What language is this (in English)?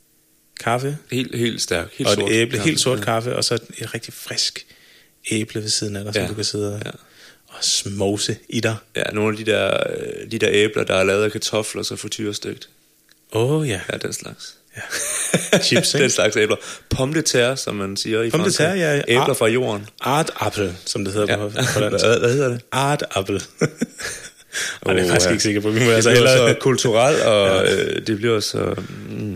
Danish